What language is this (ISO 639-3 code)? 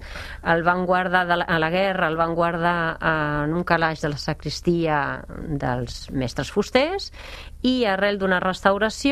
cat